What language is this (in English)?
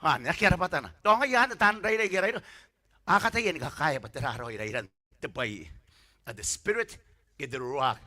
Gilbertese